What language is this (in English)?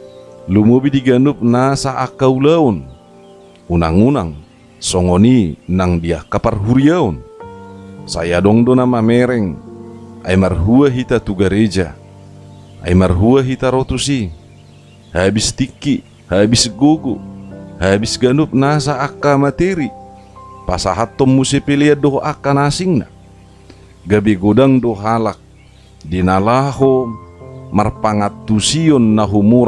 Batak Toba